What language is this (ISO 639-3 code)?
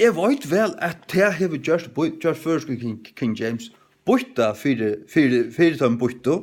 fao